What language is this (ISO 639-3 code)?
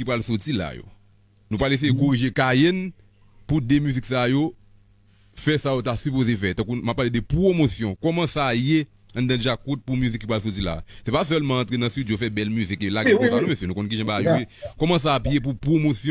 hat